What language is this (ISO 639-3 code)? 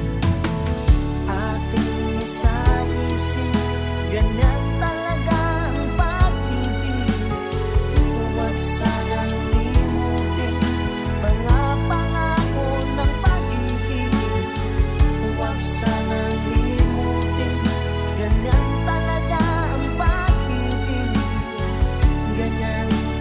fil